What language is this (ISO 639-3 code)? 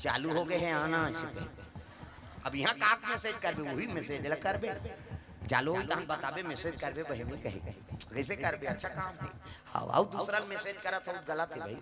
hne